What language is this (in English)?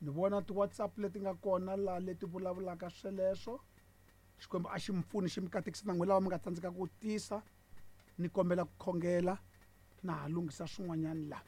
Tsonga